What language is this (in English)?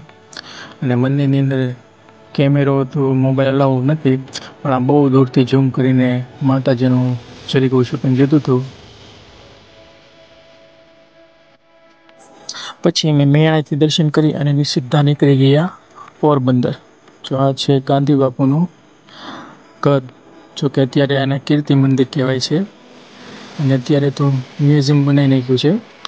Gujarati